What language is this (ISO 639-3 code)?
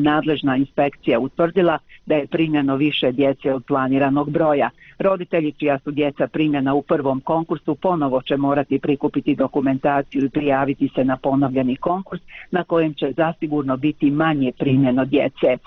bos